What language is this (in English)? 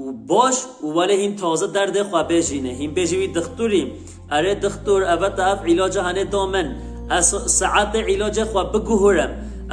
Kurdish